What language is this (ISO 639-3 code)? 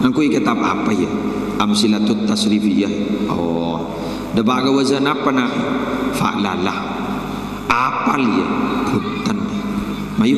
mad